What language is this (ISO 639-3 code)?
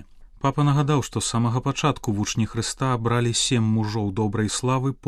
bel